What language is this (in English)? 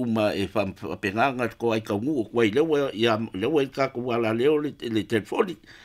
Samoan